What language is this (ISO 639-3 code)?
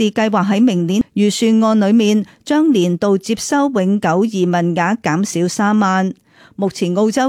yue